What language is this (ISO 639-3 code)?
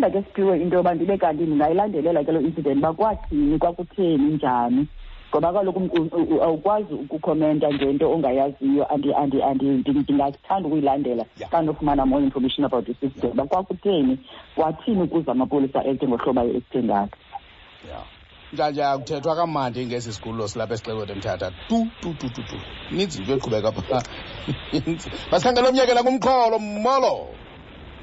xho